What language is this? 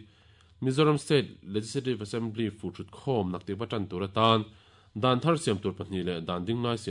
Mizo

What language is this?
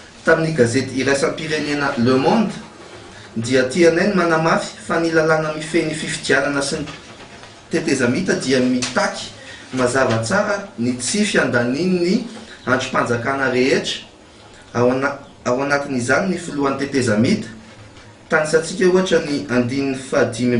Malagasy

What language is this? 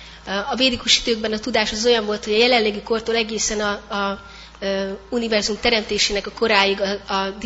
Hungarian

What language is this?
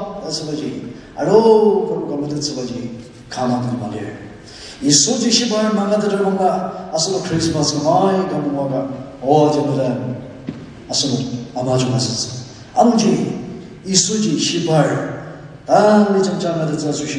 Ao Naga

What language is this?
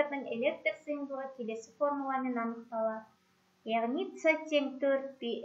Kazakh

